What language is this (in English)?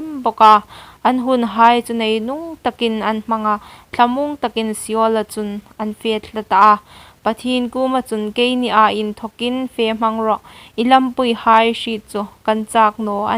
Hmar